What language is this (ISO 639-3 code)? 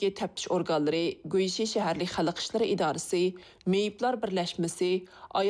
uig